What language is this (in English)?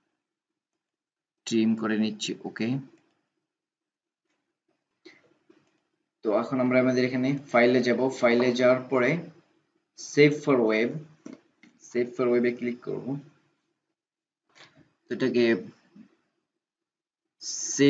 Bangla